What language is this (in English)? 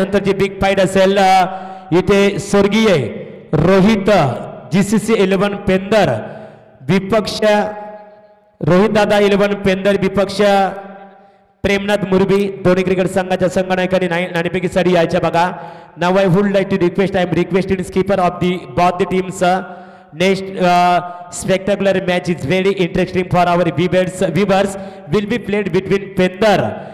Marathi